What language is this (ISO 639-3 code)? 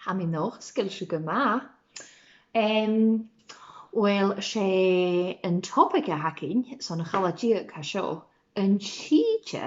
gla